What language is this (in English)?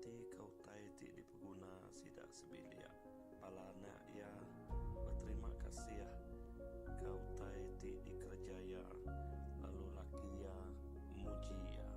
Iban